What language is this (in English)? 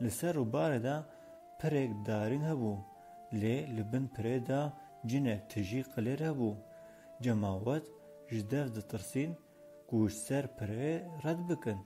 Kurdish